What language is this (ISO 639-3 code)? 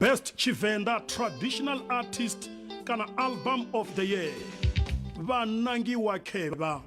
ven